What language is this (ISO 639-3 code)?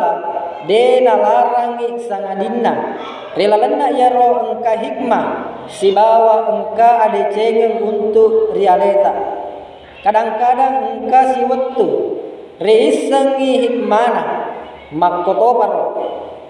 bug